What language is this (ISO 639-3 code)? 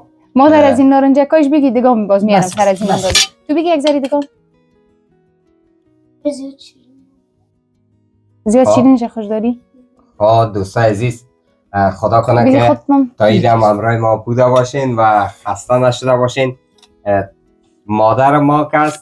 fas